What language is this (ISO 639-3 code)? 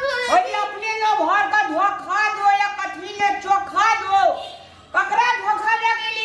mai